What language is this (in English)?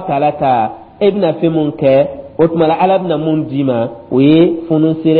Dyula